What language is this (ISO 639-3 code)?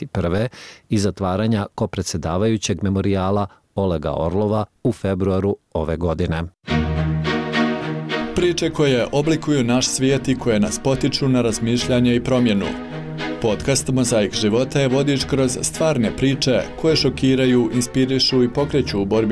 bos